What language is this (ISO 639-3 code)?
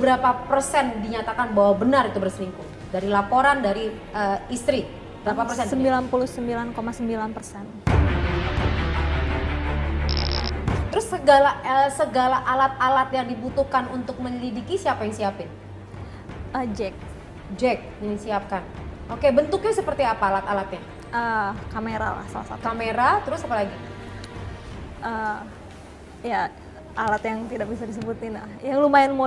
ind